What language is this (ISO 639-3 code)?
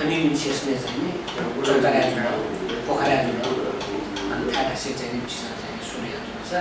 new